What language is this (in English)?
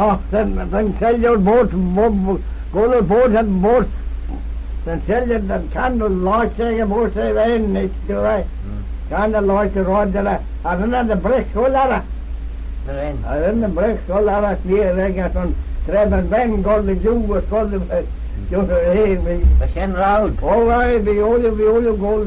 Manx